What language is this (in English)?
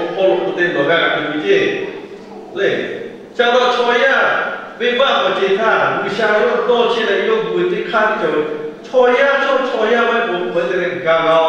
Lahu